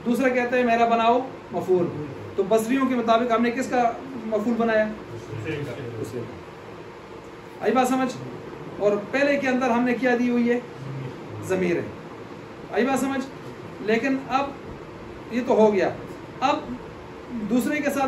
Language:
Urdu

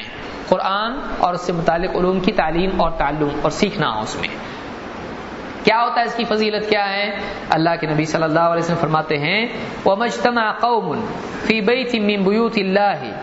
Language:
Urdu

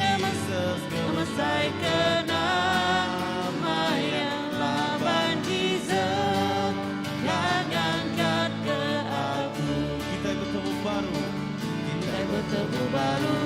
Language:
Iban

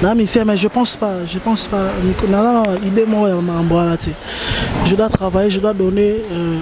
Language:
Lingala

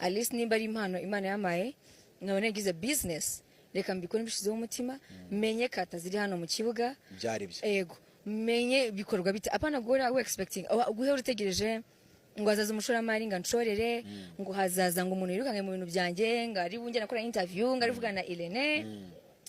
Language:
Kinyarwanda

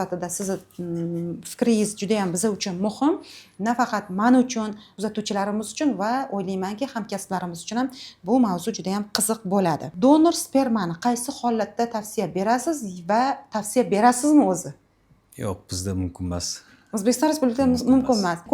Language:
Uzbek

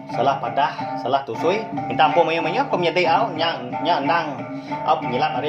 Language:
Iban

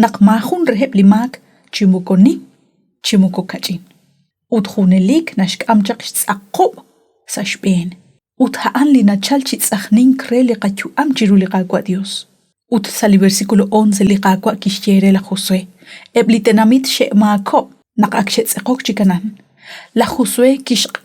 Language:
Kekchí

